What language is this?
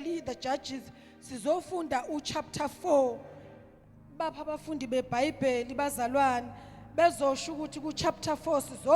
Zulu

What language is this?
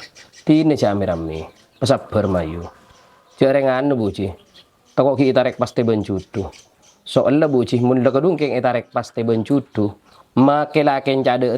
Madurese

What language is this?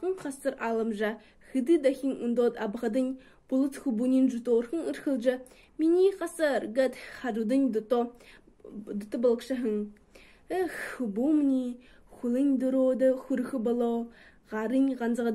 Buriat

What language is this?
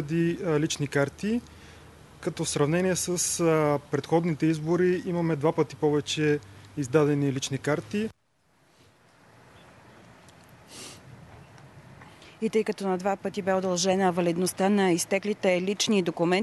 Bulgarian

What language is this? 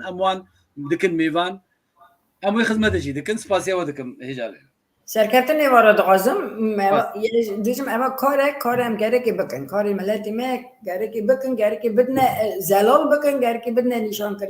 Kurdish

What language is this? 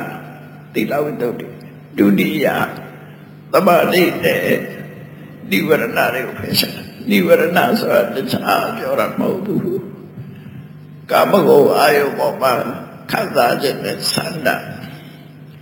Burmese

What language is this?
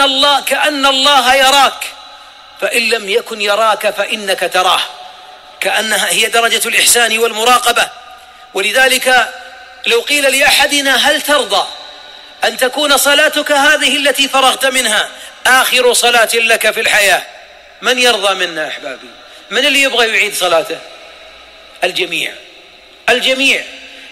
Arabic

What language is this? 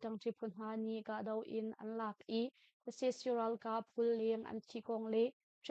Hakha Chin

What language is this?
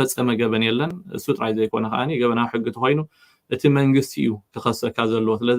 Tigrinya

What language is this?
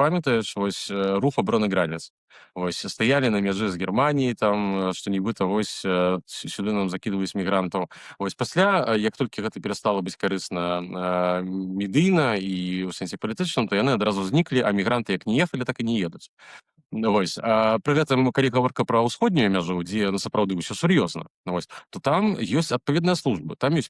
Belarusian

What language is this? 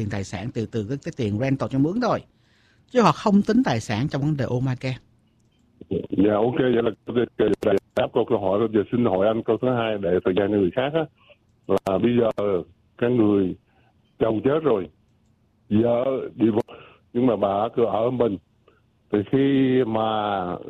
Vietnamese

